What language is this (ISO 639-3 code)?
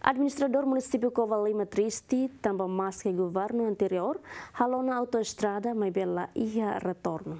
tet